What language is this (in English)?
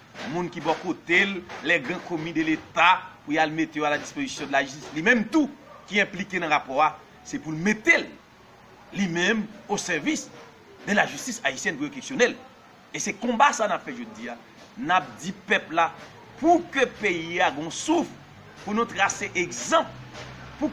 Haitian Creole